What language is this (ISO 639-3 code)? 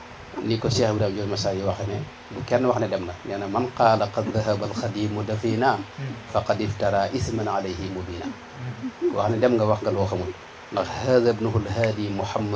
wol